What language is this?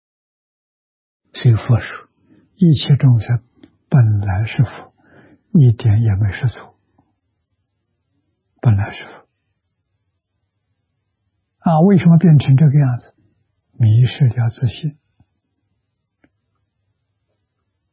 Chinese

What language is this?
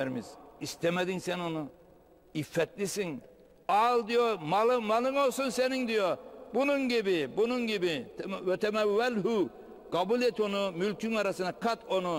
Turkish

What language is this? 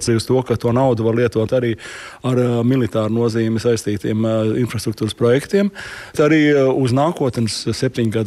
Latvian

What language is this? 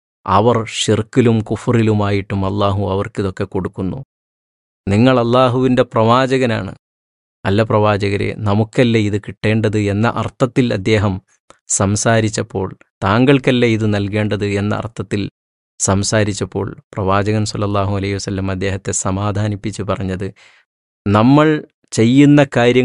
Malayalam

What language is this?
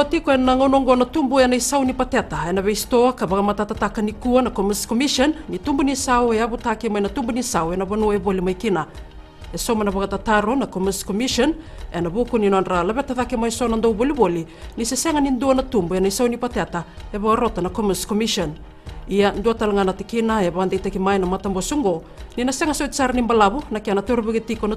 Fijian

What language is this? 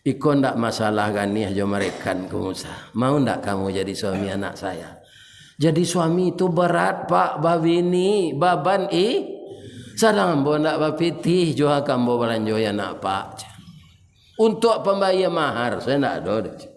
Minangkabau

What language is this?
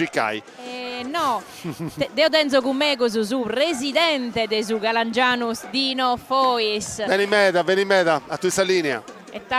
Sardinian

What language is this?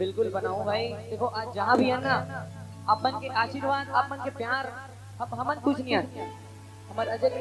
Chhattisgarhi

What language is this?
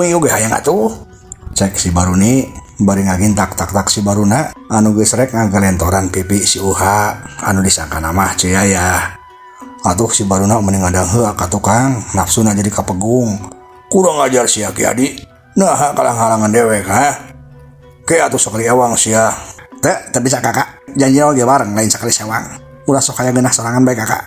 Sundanese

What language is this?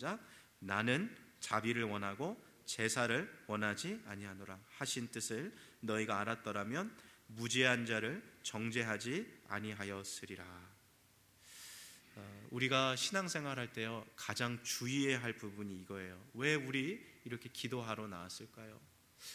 Korean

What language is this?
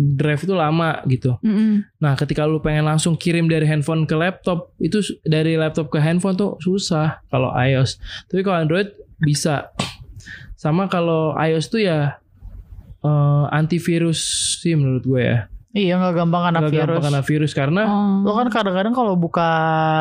Indonesian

